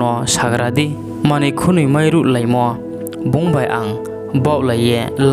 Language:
Riang (India)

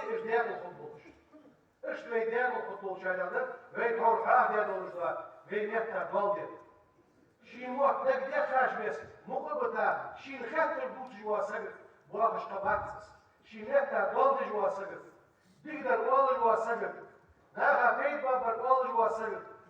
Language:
Ingush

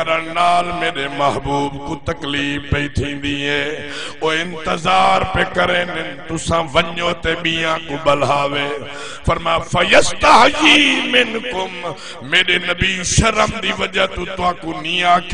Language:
Saraiki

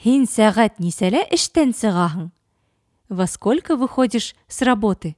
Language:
Bashkir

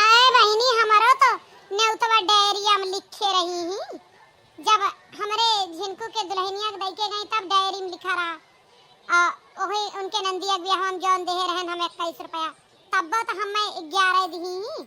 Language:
Awadhi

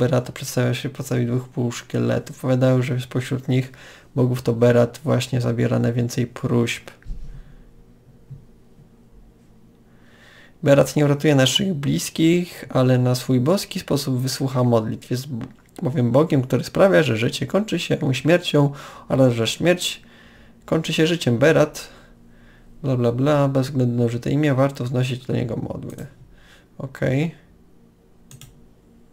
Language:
Polish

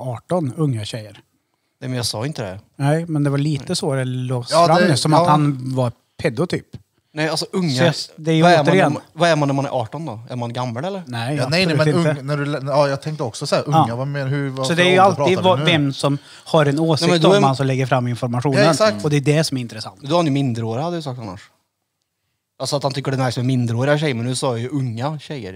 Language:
Swedish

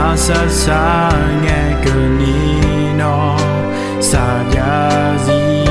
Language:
Akha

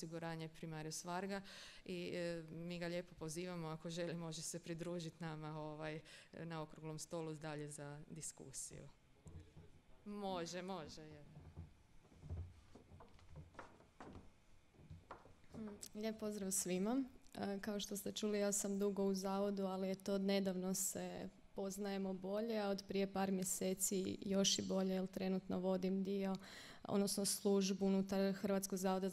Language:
Croatian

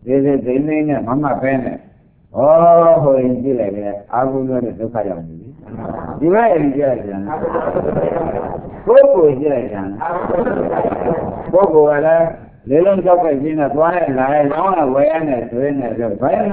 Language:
Burmese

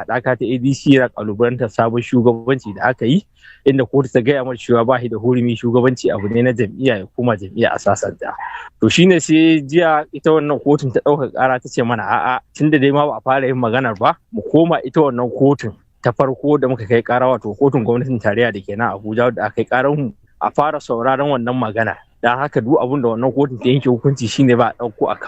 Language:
Hausa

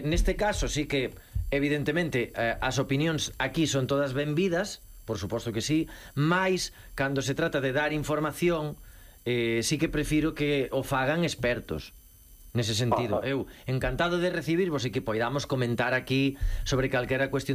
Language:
Galician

